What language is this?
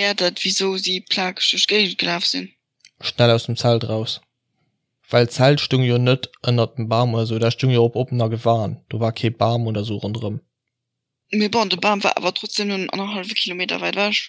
Luxembourgish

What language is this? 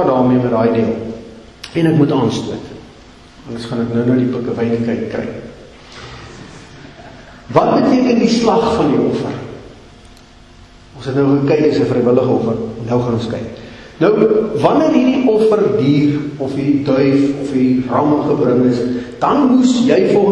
Afrikaans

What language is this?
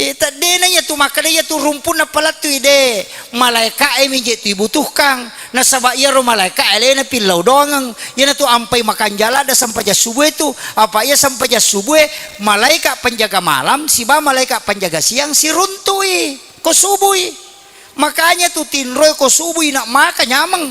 Buginese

